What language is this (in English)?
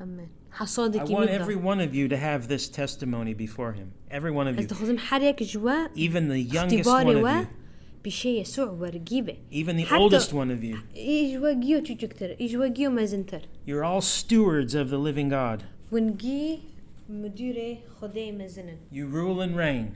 Kurdish